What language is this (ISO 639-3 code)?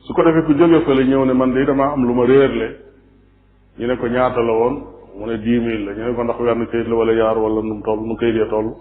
wol